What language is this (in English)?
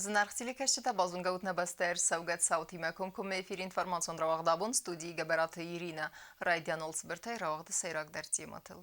Ossetic